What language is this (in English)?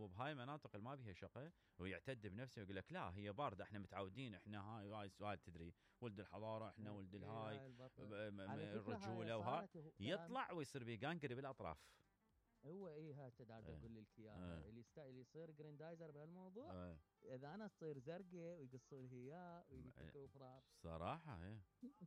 Mesopotamian Arabic